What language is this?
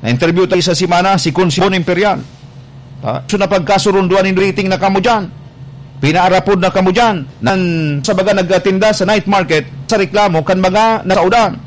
Bikol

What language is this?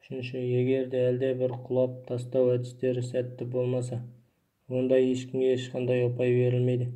Kazakh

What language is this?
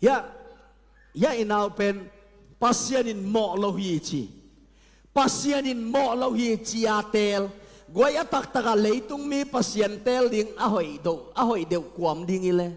Tedim Chin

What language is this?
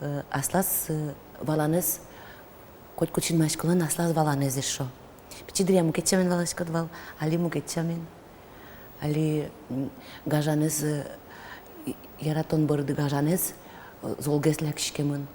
Udmurt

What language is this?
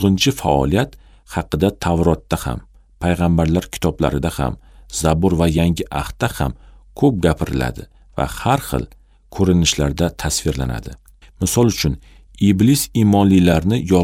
Uzbek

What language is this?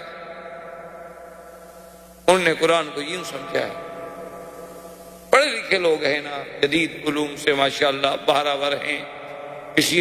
Urdu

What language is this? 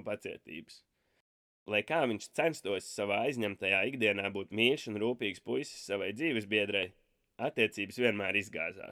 Latvian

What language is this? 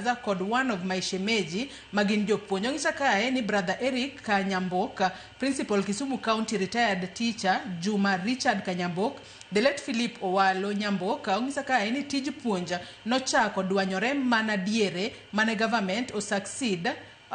Luo (Kenya and Tanzania)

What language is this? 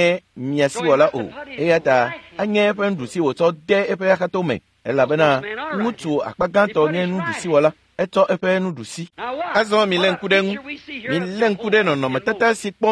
Ewe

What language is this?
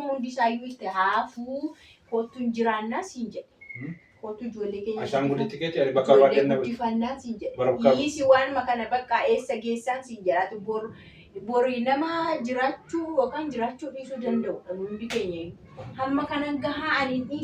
Oromo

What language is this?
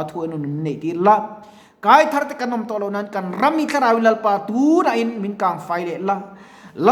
Mizo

